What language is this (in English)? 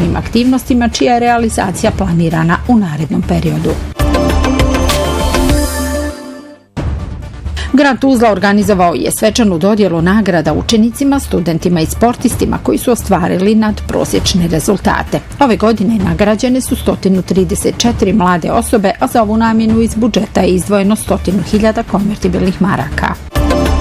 Bosnian